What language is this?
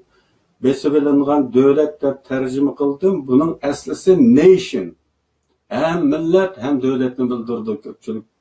Uyghur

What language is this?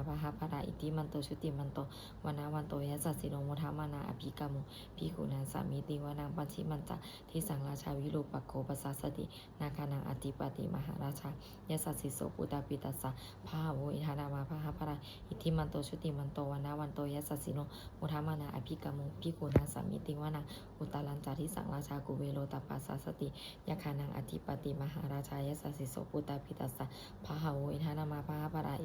Pali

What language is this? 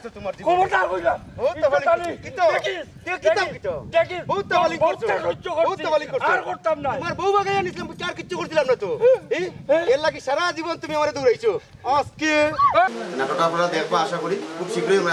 Sylheti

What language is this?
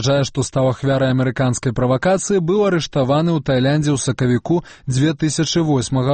Belarusian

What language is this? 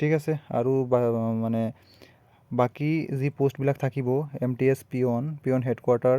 Assamese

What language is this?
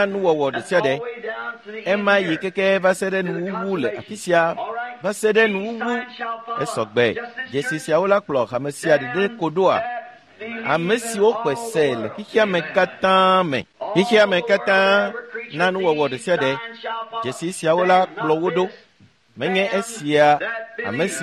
Ewe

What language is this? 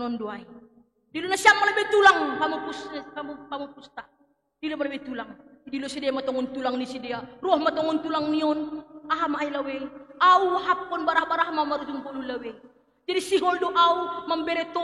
Batak Simalungun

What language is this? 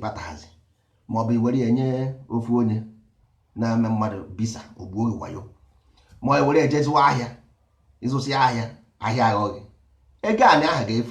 Igbo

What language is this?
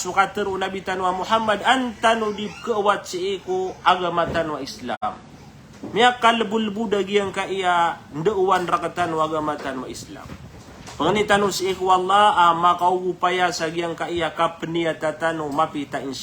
Maranao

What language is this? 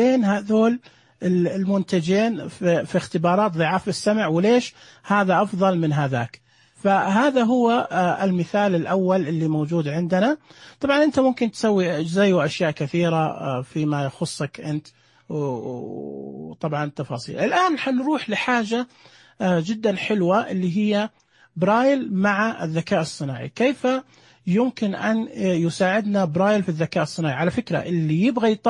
Najdi Arabic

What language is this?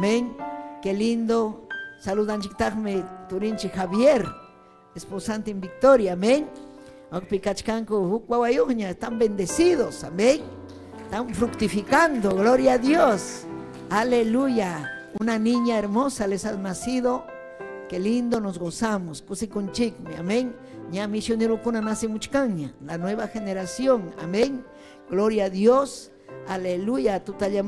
Ayacucho Quechua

